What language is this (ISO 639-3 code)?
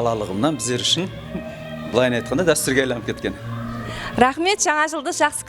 kaa